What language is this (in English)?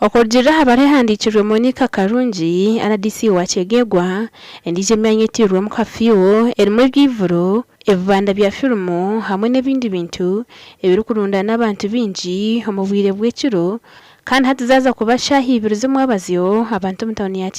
Nyankole